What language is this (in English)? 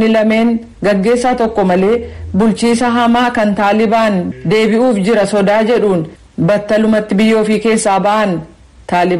Oromo